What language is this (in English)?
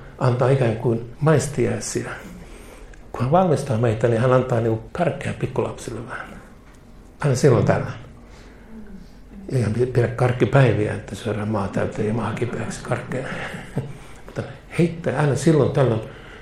Finnish